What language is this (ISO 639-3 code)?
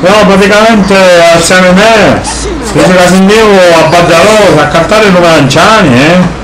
scn